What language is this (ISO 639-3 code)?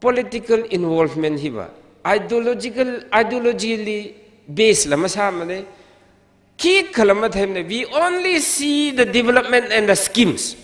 nmf